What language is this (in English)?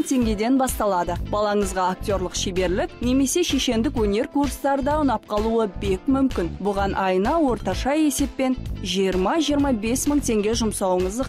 Kazakh